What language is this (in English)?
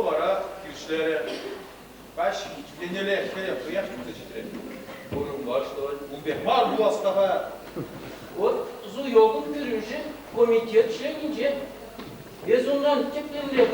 Chuvash